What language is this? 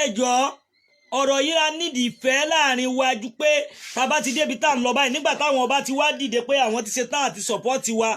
Yoruba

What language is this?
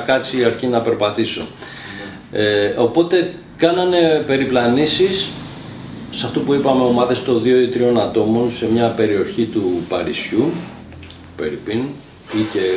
Greek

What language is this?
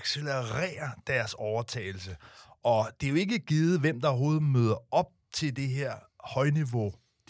Danish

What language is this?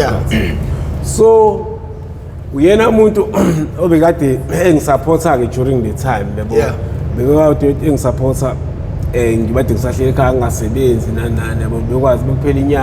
Zulu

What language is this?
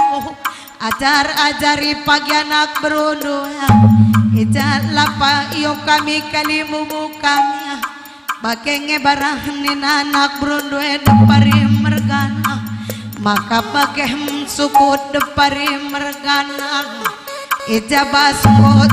Batak Karo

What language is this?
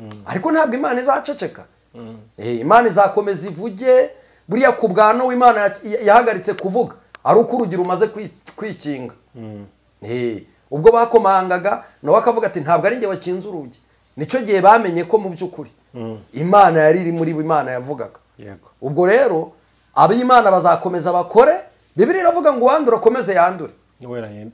Kinyarwanda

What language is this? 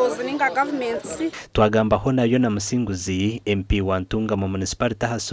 Nyankole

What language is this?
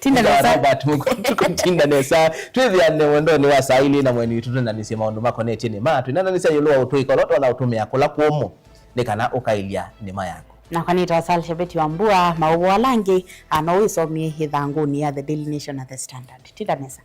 Kamba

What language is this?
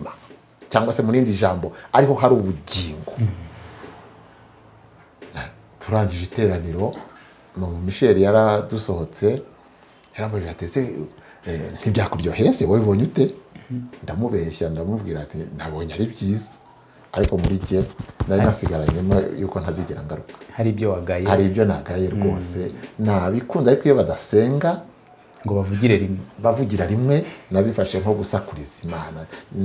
Kinyarwanda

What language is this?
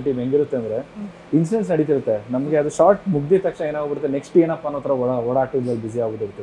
Kannada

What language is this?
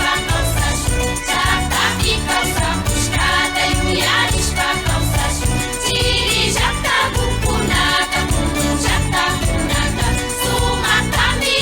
Imbabura Highland Quichua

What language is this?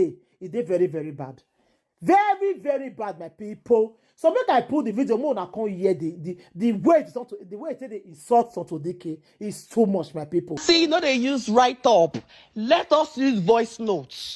Nigerian Pidgin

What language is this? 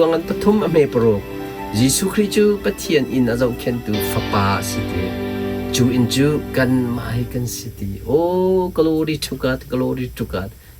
Hakha Chin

